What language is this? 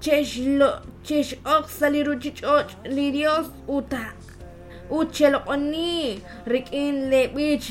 Kekchí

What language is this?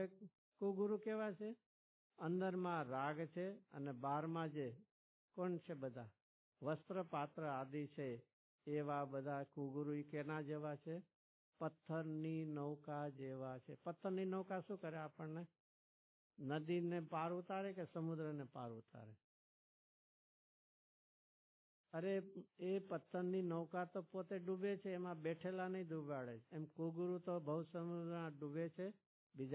Gujarati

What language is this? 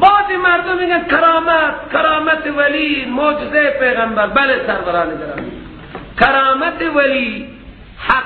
Persian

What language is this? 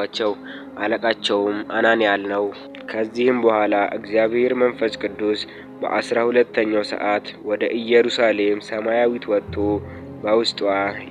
Amharic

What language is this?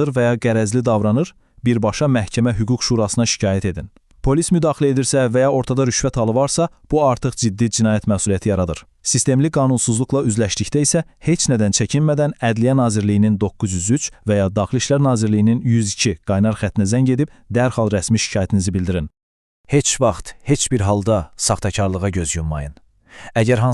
Azerbaijani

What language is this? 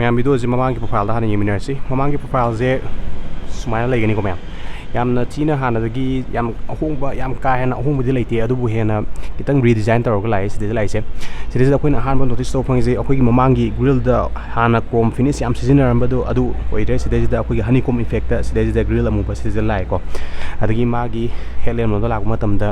Manipuri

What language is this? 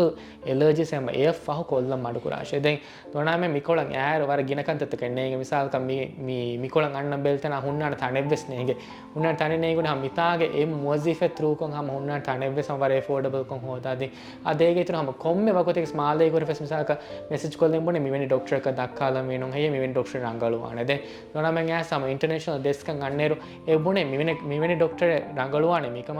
Divehi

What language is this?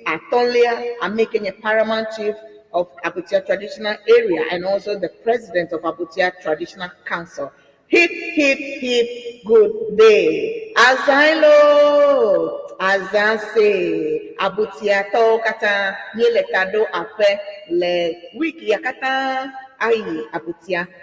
Ewe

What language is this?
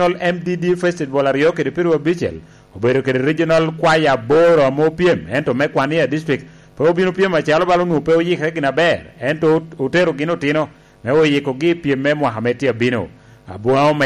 Lango (Uganda)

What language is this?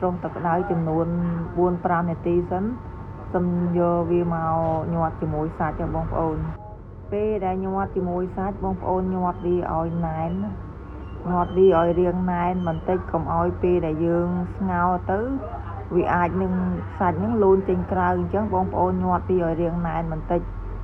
Khmer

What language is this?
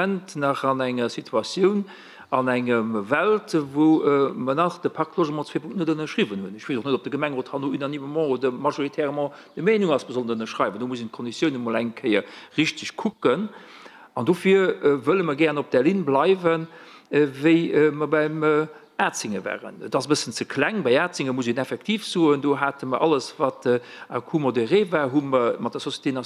Luxembourgish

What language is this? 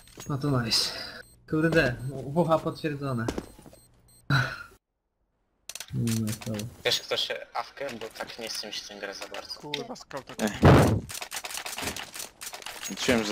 Polish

